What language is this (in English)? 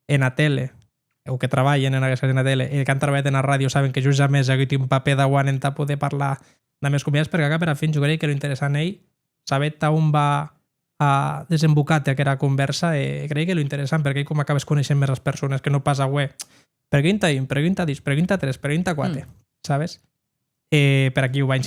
Occitan